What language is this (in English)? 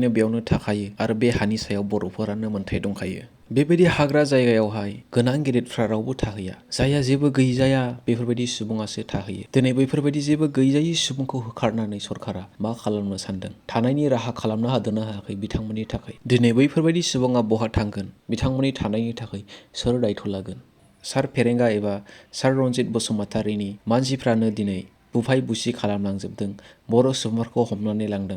Bodo